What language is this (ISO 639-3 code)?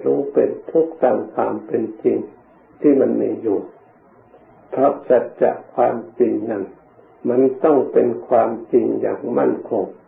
tha